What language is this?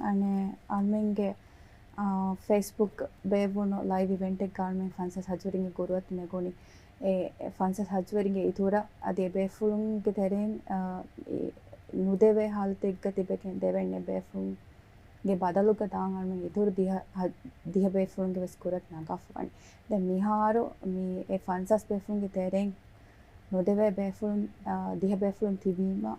Divehi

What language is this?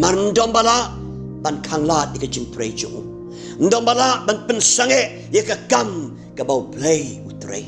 Khasi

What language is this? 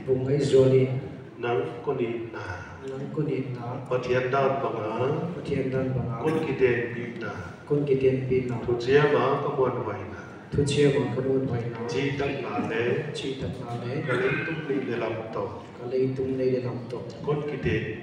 Paite Chin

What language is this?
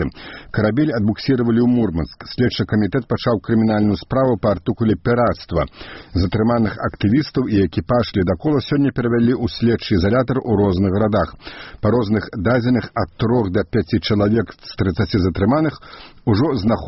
Belarusian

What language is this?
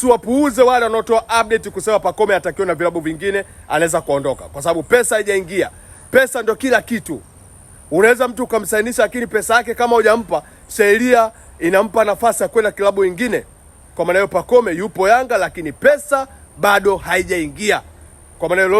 Swahili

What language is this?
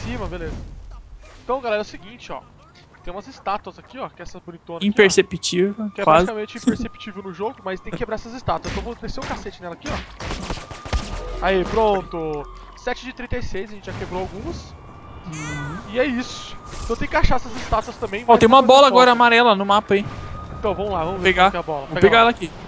Portuguese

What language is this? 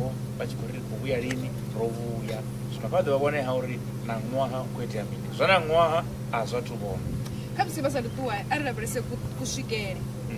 Venda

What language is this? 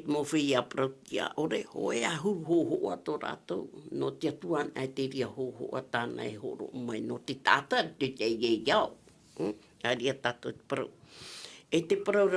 Tahitian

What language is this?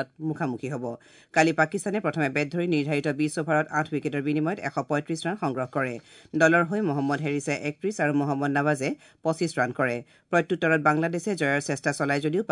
Assamese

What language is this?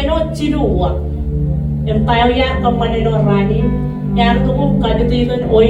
Marshallese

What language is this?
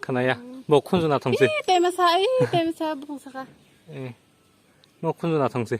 Kok Borok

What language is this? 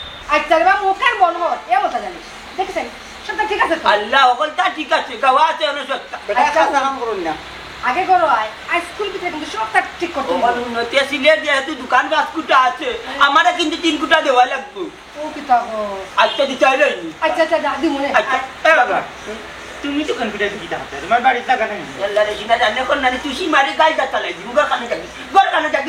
Sylheti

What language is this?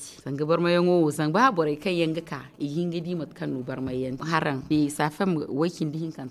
Zarma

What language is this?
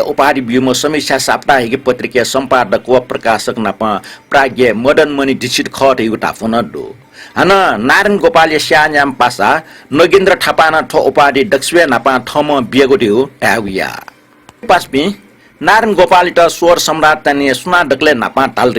Newari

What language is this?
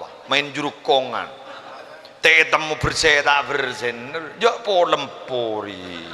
Madurese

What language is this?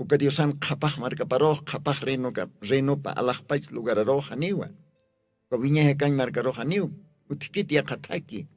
Aymara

